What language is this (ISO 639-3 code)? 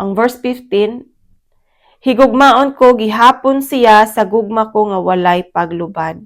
ceb